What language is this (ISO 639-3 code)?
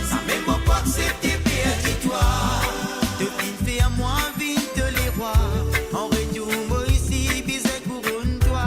mfe